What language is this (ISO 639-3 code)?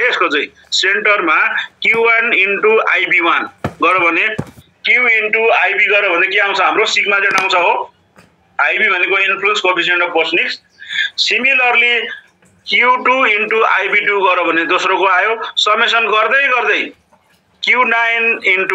nep